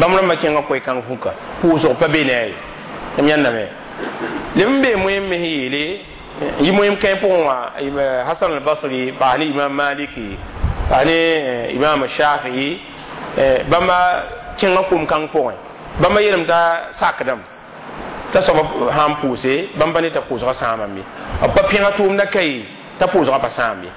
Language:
Mossi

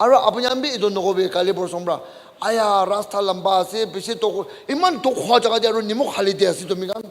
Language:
Naga Pidgin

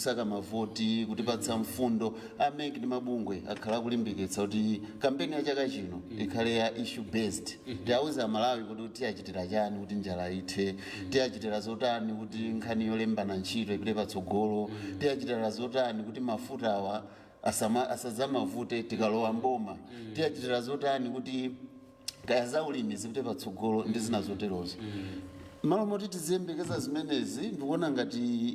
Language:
Nyanja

